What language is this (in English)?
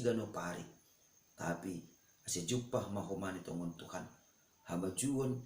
Batak Simalungun